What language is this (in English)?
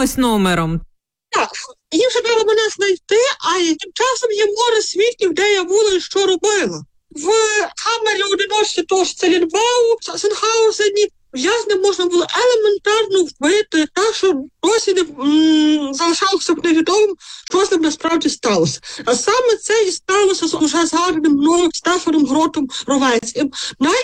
Ukrainian